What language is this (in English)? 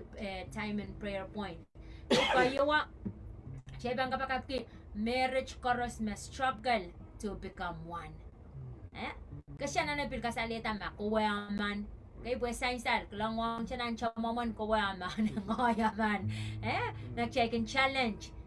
Pohnpeian